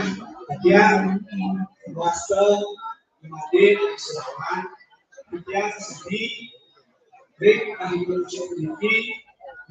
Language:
Balinese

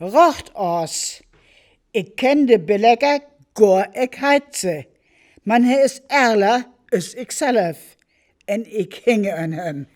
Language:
Northern Frisian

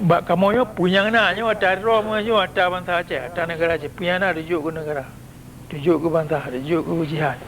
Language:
Achinese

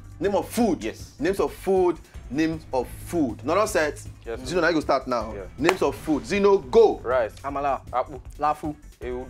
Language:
Nigerian Pidgin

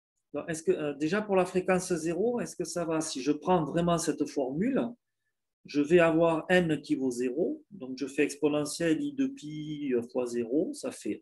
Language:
French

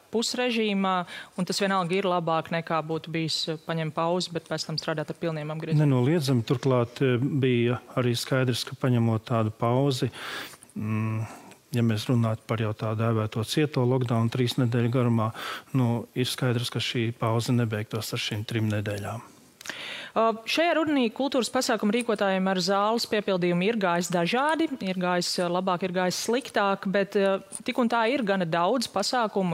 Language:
Latvian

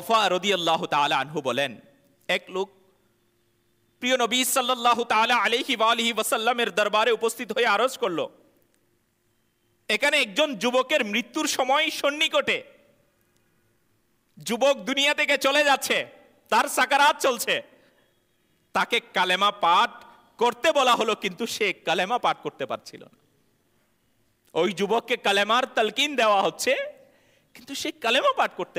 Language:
Bangla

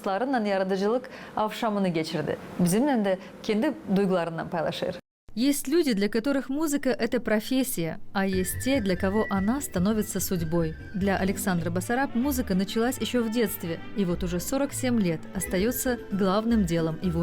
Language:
Gagauz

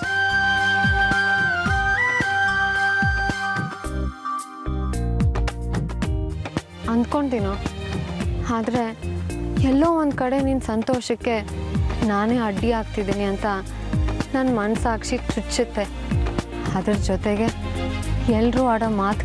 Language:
Kannada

